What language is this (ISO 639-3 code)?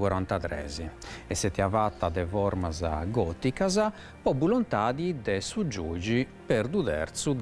srd